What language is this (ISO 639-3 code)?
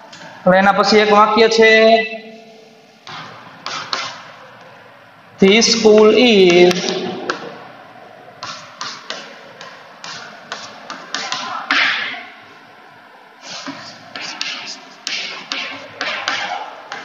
guj